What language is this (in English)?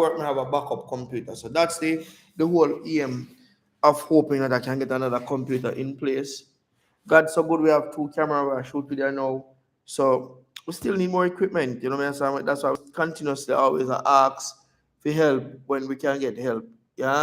Jamaican Creole English